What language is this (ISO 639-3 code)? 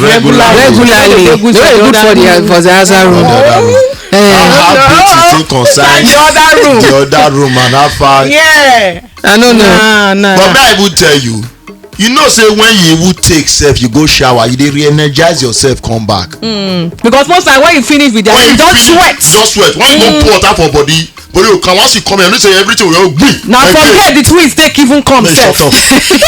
pcm